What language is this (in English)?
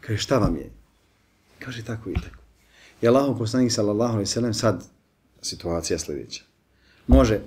Bosnian